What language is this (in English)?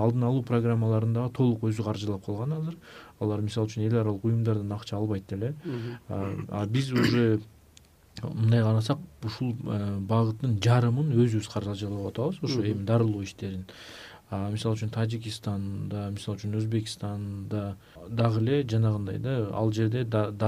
Kyrgyz